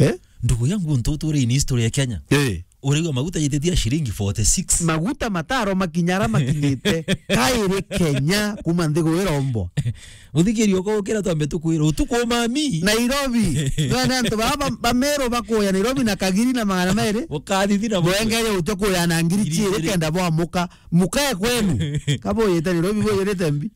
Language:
Meru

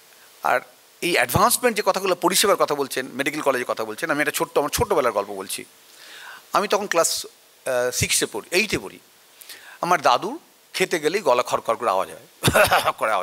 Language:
Bangla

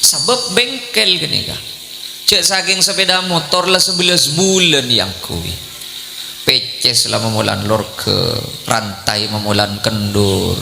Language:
Madurese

